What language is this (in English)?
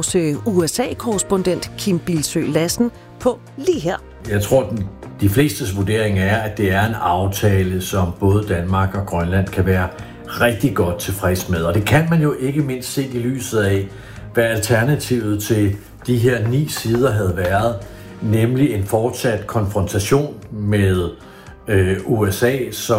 Danish